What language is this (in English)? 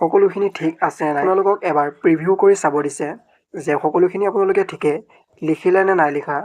Assamese